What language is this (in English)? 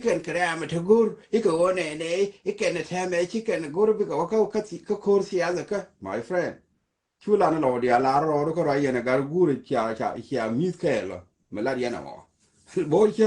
Nuer